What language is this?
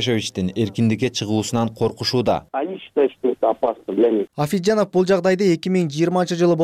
Kyrgyz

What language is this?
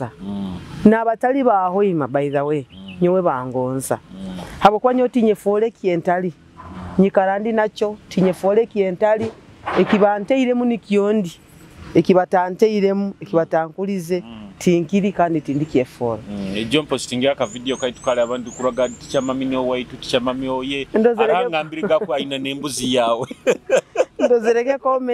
Nyoro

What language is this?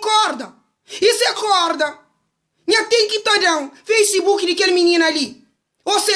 Kabuverdianu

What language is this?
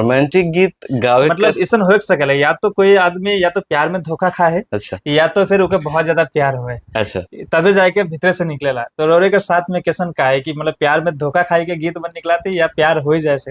Sadri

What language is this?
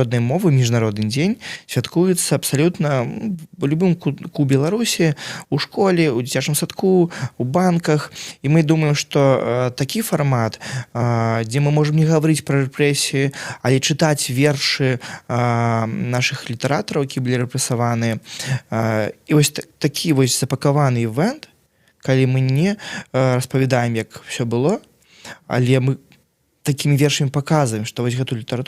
Belarusian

